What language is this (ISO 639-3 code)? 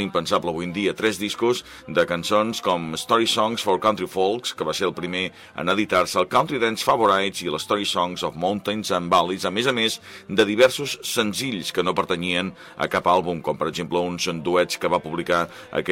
cat